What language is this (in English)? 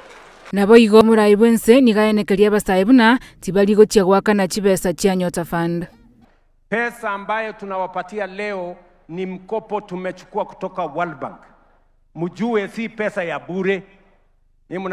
Gusii